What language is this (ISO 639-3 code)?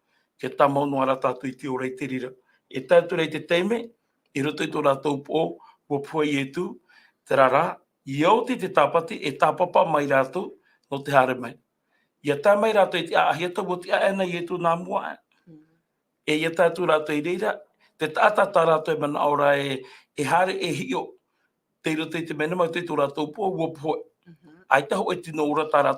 tah